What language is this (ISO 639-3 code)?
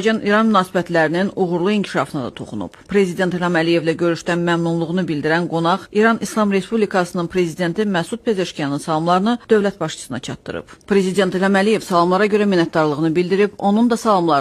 aze